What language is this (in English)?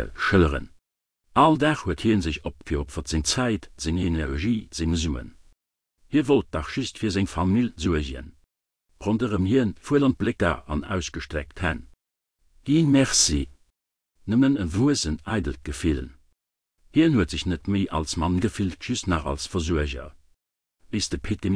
Luxembourgish